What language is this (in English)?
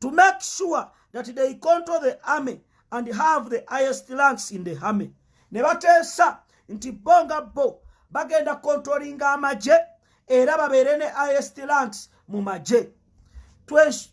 Ganda